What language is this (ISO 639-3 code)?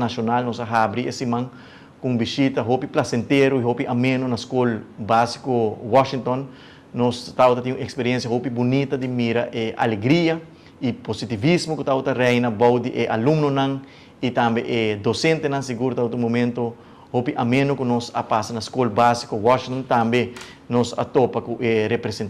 pap